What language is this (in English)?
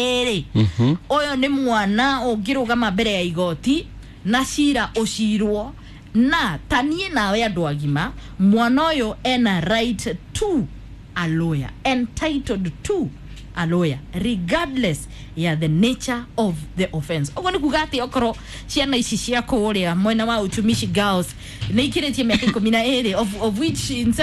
Kikuyu